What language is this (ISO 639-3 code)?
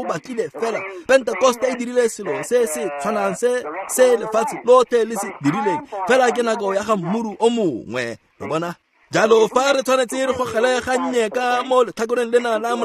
tsn